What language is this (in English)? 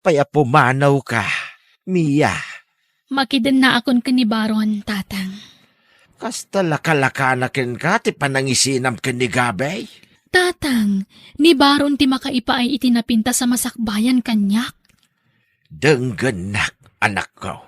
Iloko